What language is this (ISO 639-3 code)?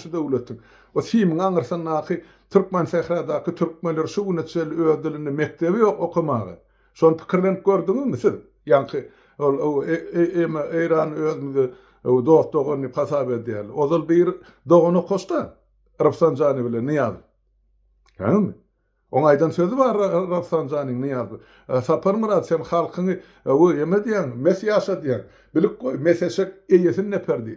tuk